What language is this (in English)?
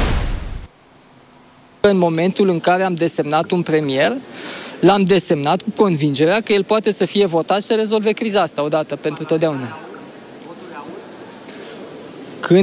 Romanian